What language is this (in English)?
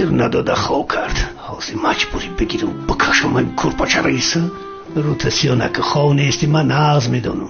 Tajik